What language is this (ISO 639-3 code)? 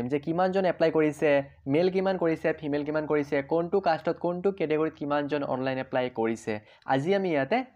asm